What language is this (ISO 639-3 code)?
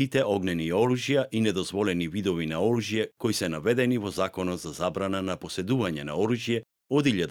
mkd